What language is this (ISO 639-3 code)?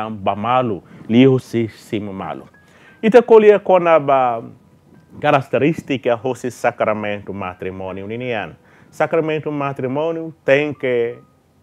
tet